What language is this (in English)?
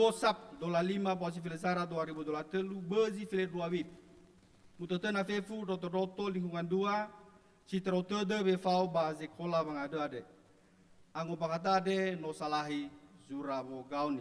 Nias